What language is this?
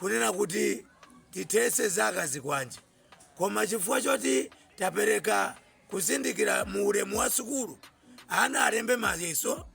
Nyanja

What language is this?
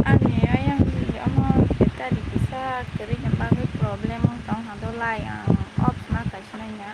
Kok Borok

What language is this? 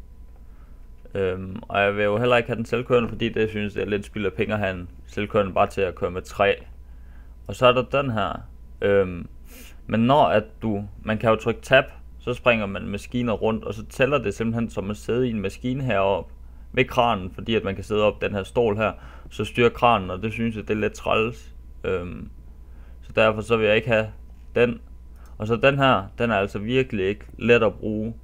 Danish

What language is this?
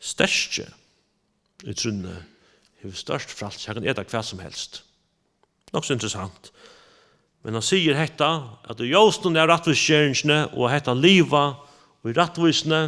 Faroese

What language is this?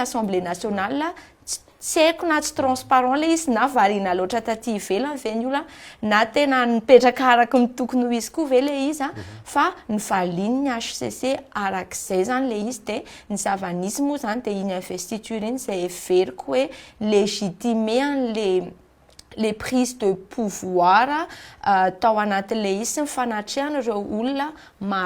Malagasy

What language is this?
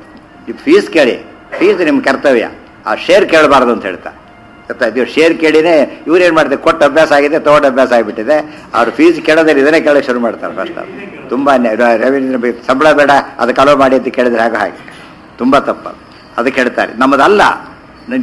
Kannada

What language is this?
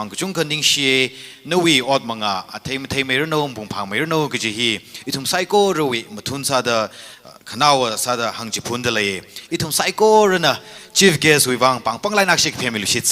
Tangkhul Naga (India)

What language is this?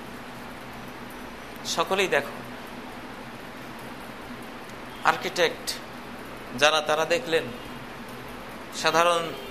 Bangla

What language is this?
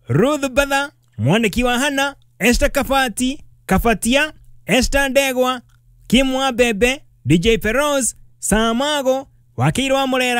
Kikuyu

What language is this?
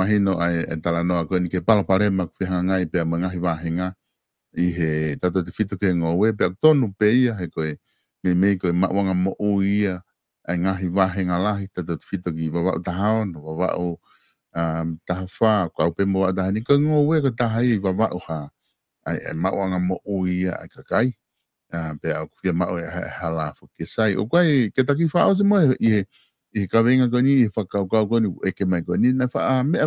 Tongan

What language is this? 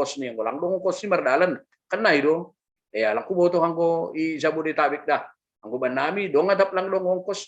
Batak Simalungun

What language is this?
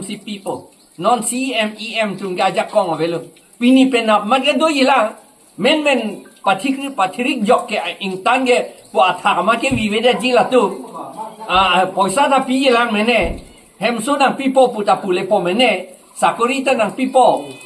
Karbi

